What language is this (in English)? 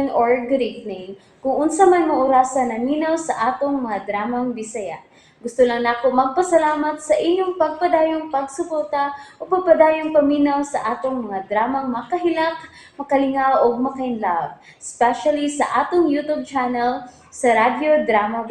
Cebuano